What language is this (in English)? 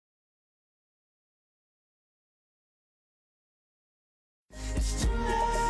Bulgarian